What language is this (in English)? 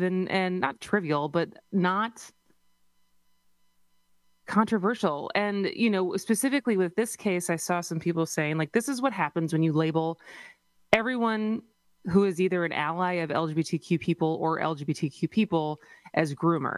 English